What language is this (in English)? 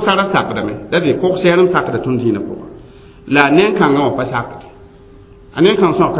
Mossi